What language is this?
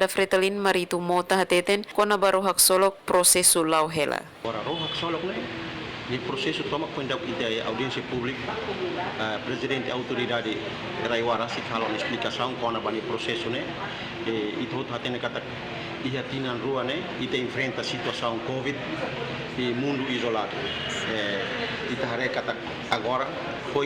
Tetum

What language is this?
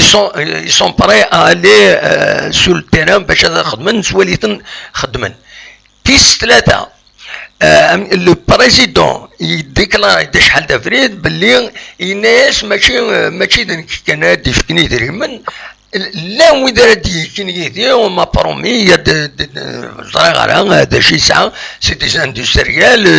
Kabyle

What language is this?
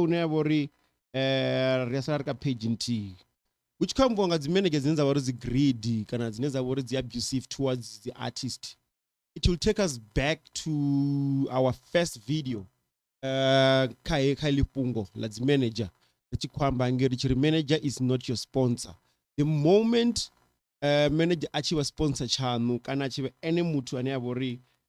Venda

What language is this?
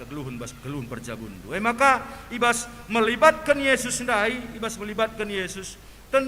Batak Karo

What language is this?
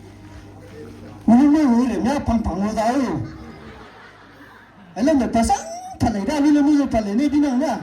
Maram Naga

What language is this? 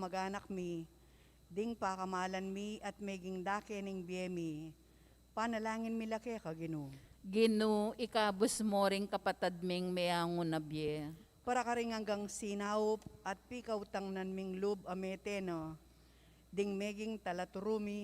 Pampanga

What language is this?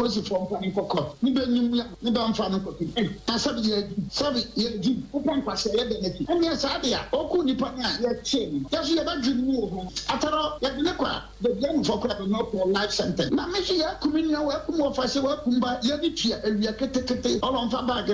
Akan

